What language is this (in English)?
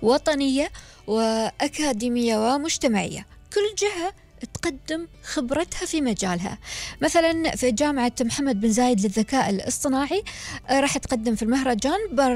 Gulf Arabic